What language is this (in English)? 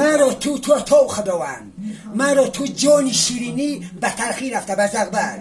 Tajik